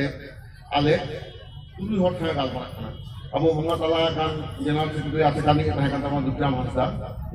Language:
Santali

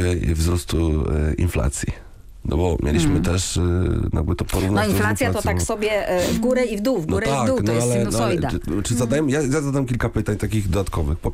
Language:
Polish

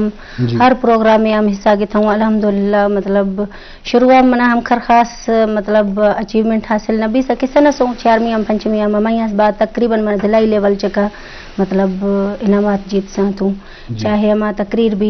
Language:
Eastern Balochi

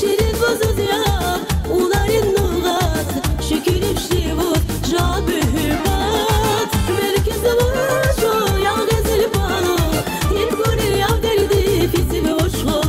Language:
Tabassaran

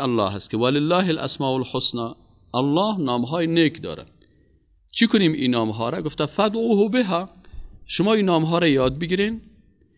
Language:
Persian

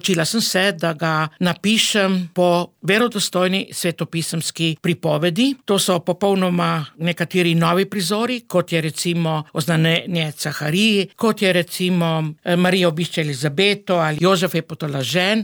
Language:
Slovenian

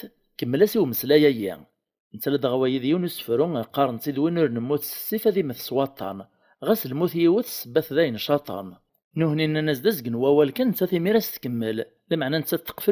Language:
Kabyle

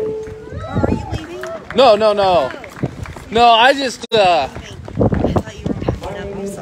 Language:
English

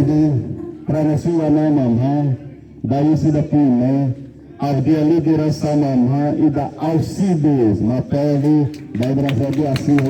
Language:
Xavánte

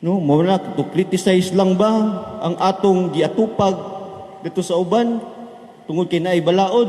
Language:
Cebuano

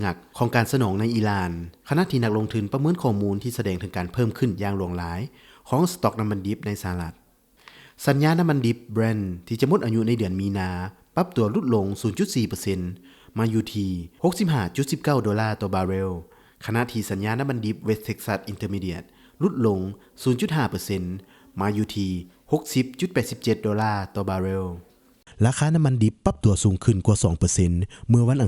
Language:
Lao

